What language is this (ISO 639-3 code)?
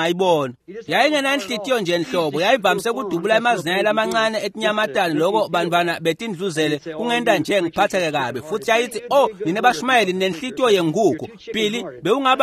ssw